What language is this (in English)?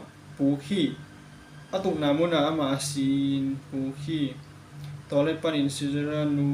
Tedim Chin